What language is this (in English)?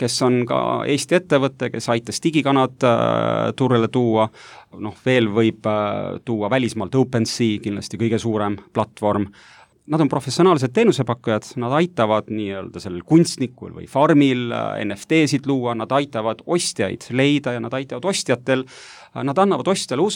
Estonian